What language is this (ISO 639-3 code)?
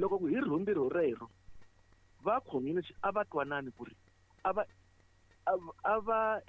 tso